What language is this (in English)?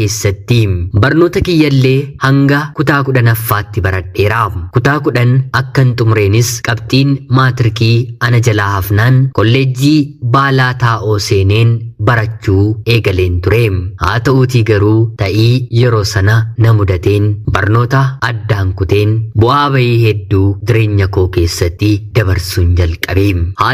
Oromo